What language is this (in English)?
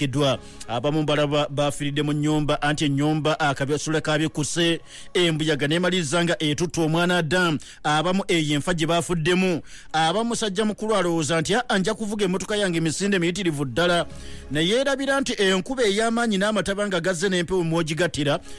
Ganda